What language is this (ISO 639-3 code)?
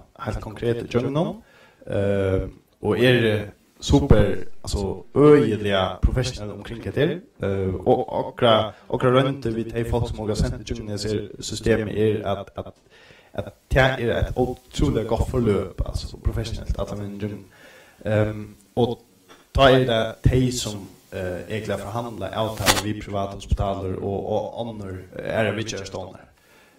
fao